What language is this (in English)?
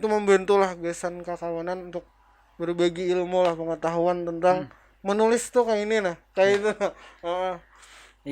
Banjar